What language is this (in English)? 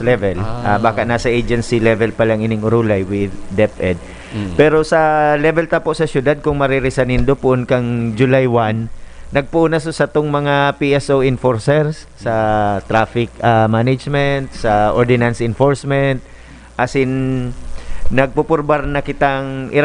Bikol